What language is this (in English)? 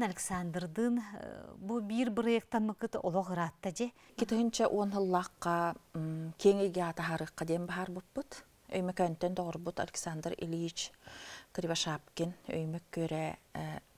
Yakut